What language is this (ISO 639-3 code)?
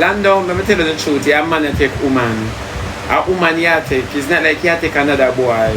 jam